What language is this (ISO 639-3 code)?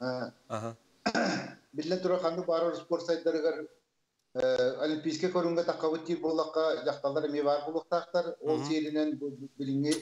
sah